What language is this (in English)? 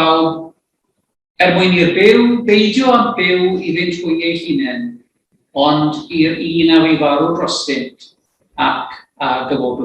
Welsh